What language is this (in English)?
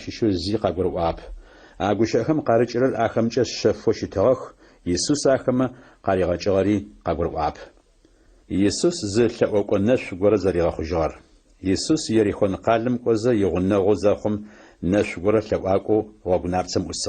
Adyghe